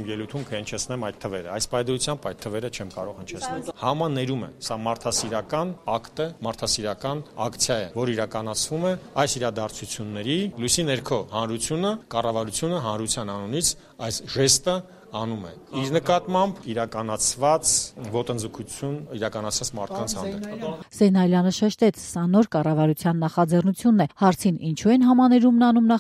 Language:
Armenian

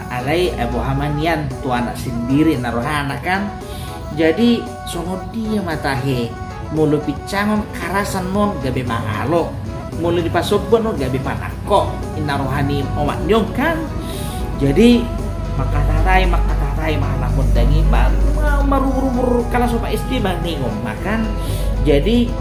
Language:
Batak Toba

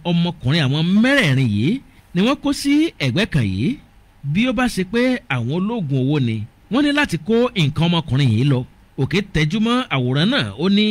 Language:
Yoruba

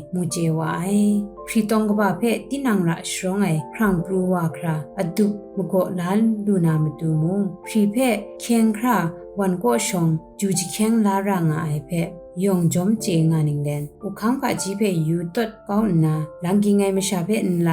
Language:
Kachin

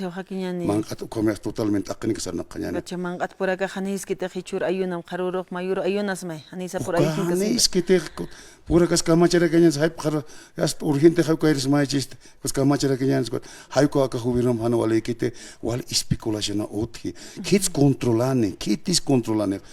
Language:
Aymara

